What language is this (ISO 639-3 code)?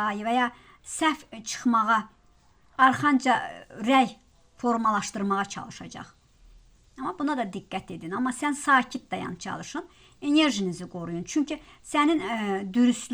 aze